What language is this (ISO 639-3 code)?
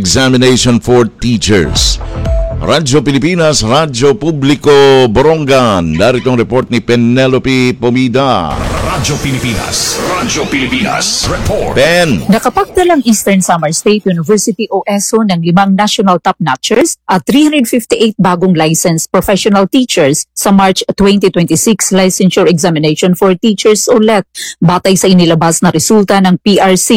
fil